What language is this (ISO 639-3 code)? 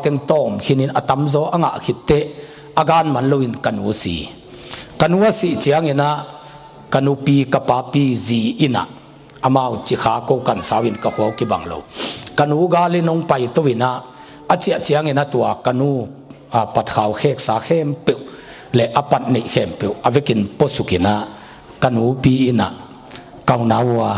ctd